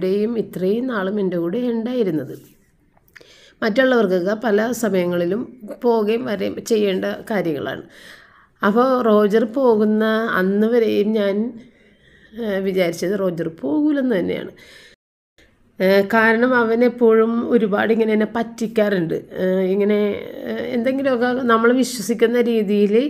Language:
Malayalam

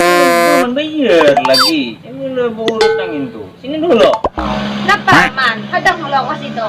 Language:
Banjar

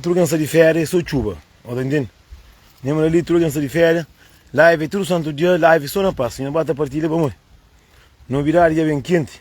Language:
Kabuverdianu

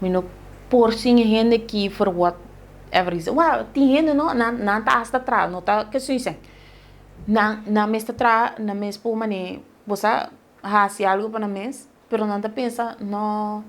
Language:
Papiamento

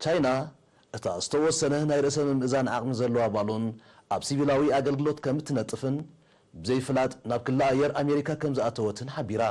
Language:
Tigrinya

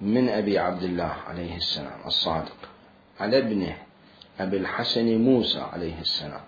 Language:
Mesopotamian Arabic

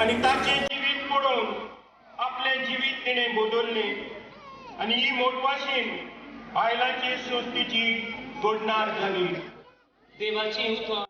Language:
Konkani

